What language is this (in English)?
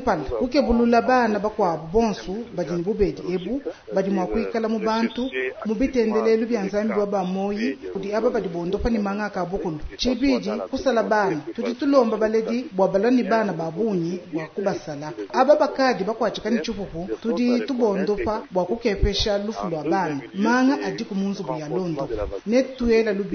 Luba-Lulua